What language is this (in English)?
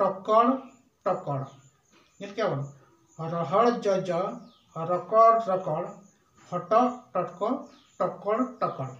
Santali